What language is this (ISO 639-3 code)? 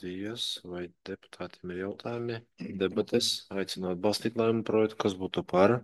lav